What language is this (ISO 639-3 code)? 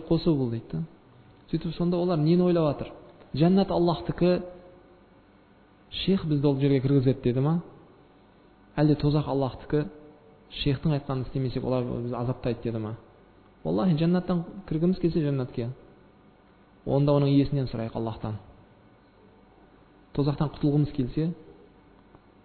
kaz